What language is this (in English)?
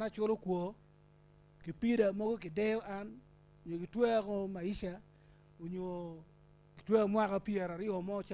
Acoli